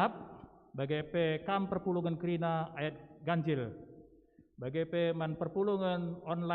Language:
Batak Karo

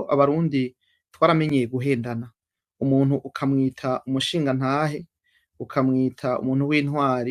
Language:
Rundi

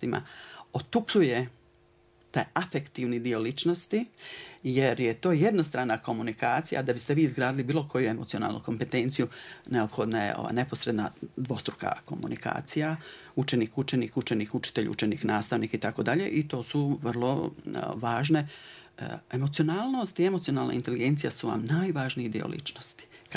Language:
Bosnian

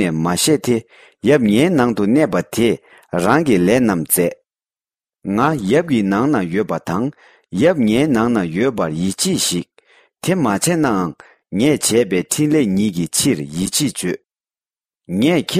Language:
Tibetan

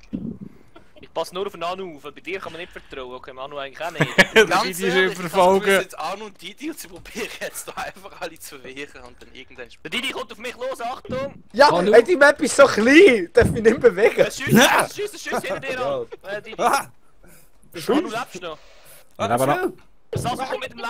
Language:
Swiss German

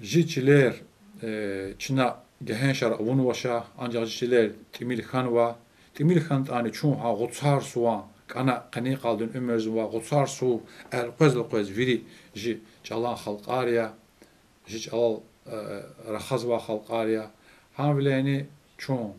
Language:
Lezghian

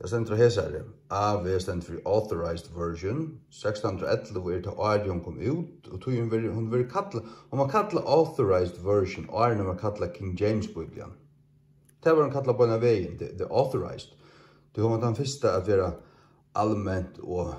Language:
Faroese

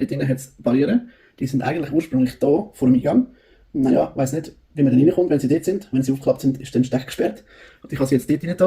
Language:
Swiss German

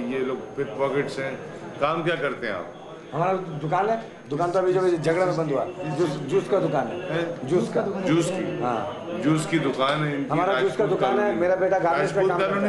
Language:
Hindi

